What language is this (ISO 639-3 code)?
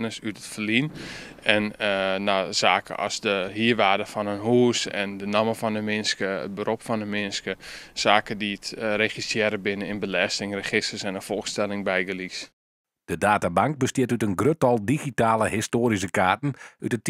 fry